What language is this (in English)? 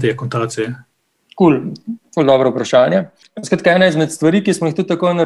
Slovenian